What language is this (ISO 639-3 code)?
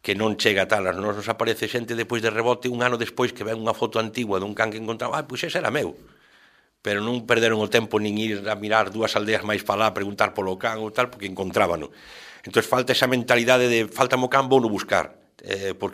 glg